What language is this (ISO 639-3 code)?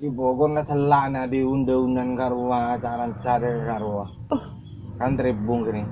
mad